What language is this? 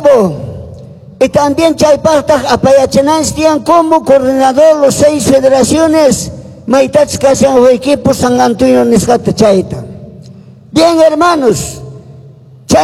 Quechua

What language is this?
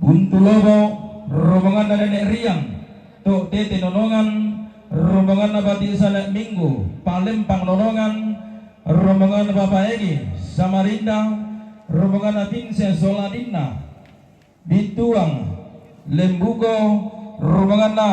Toraja-Sa'dan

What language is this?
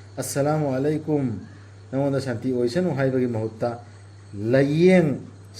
Manipuri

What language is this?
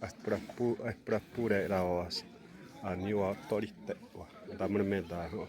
Xavánte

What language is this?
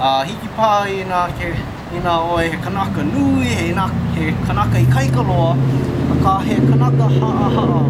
Hawaiian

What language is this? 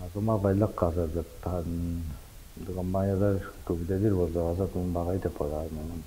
Tuvinian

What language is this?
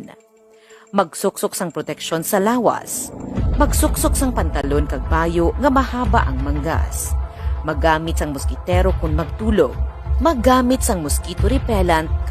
Hiligaynon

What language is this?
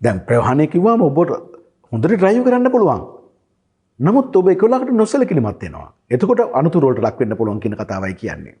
Sinhala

